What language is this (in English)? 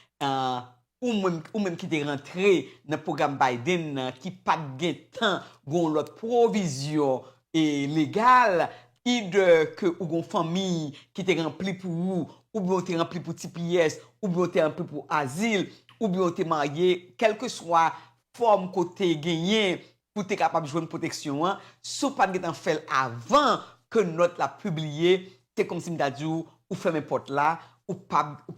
Haitian Creole